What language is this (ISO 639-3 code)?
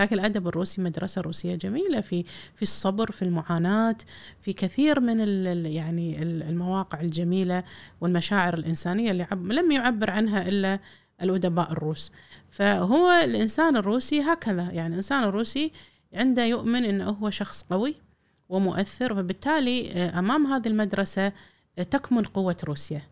afb